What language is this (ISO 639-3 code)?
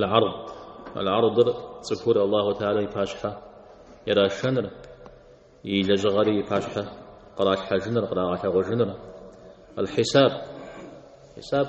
kbd